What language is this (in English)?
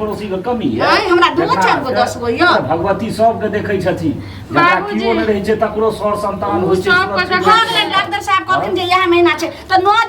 Maithili